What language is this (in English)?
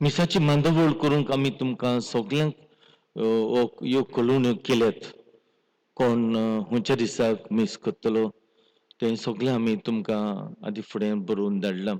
Konkani